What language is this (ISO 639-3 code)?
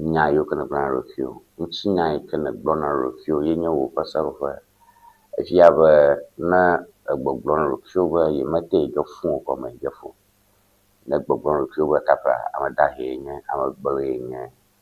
ewe